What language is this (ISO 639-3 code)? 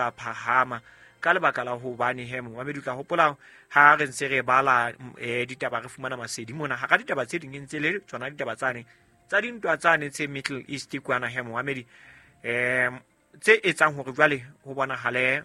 sot